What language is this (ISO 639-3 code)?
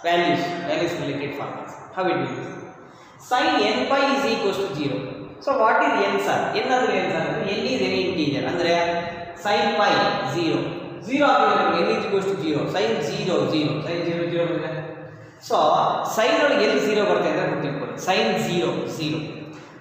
kan